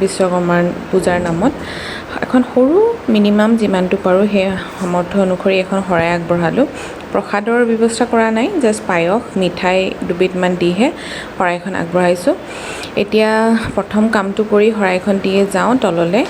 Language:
Assamese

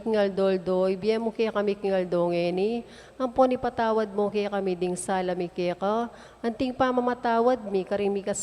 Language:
Pampanga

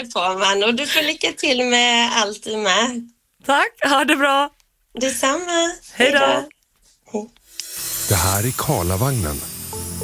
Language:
Swedish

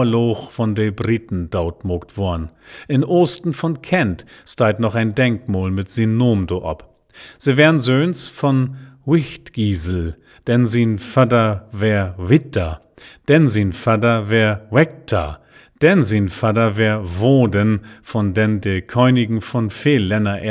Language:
Low German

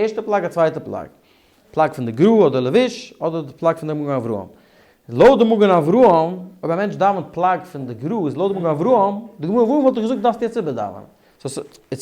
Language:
Yiddish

